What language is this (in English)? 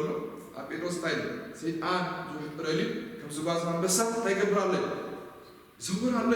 Tigrinya